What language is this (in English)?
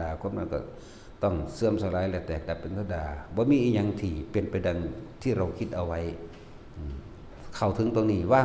Northeastern Thai